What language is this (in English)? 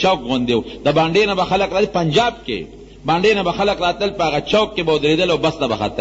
Pashto